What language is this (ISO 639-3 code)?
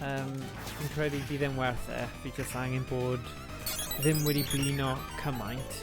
cym